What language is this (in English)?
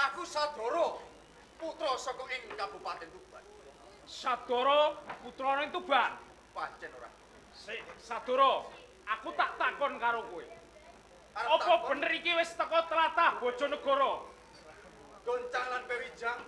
Javanese